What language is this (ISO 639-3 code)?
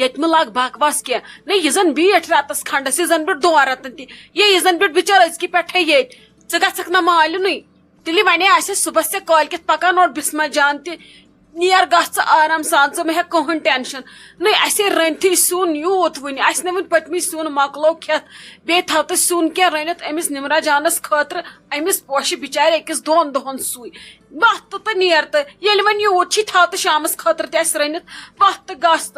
kas